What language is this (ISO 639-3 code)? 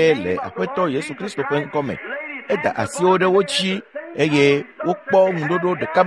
ewe